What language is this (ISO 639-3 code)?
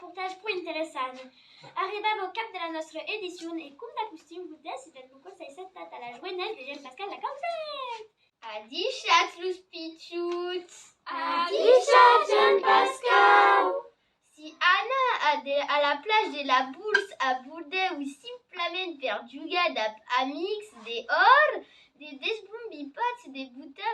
oci